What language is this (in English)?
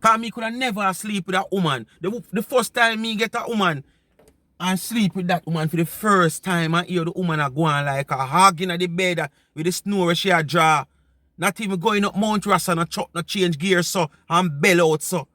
Jamaican Creole English